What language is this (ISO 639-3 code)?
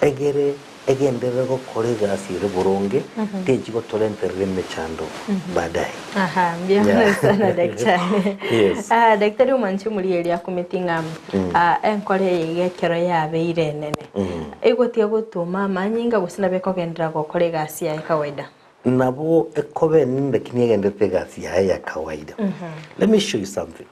guz